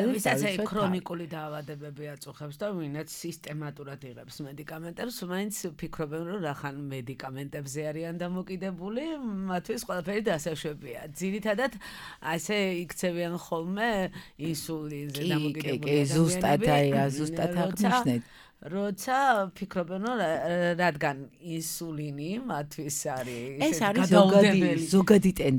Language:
Georgian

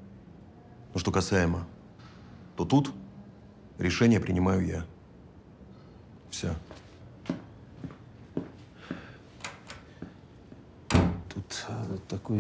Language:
Russian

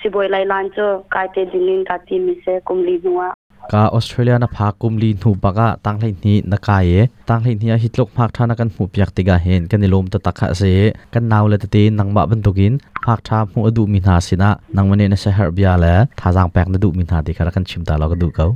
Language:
Hakha Chin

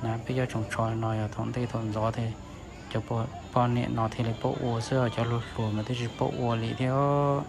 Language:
Hmong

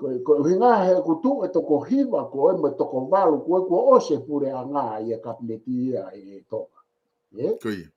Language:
Tongan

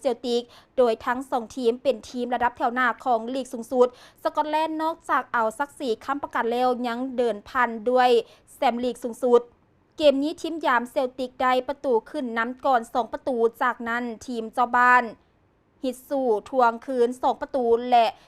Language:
Lao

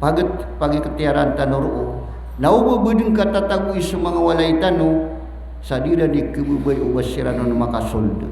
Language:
Maranao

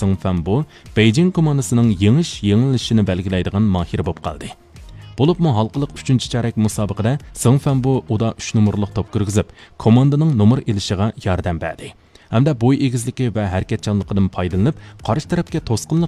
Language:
Uyghur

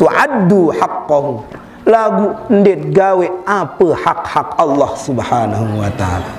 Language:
Sasak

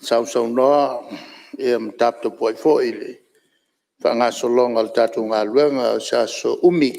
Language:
Samoan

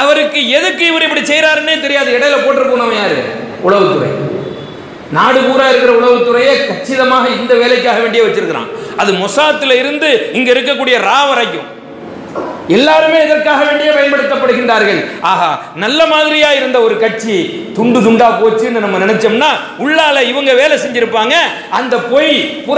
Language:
Tamil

